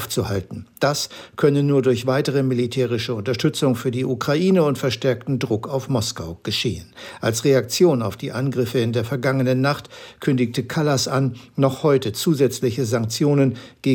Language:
German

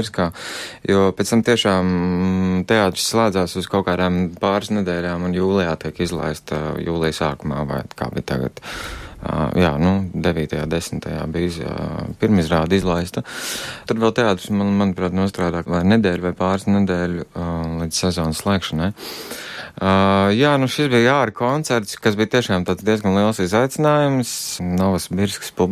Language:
Latvian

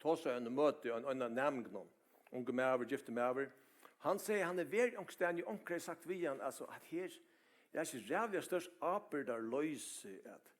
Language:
Faroese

